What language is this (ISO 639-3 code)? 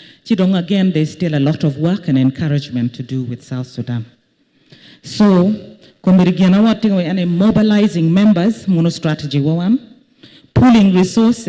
ach